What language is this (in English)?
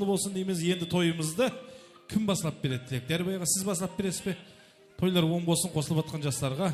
Kara-Kalpak